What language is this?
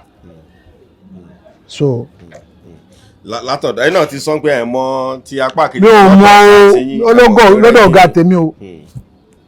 Yoruba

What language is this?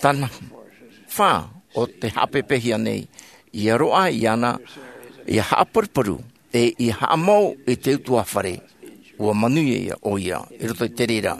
Tahitian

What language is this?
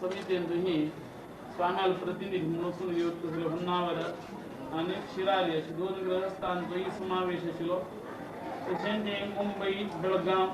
Konkani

